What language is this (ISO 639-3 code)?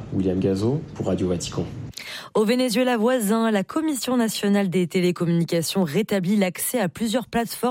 fra